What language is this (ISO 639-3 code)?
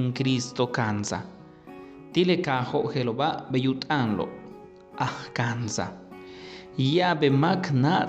yua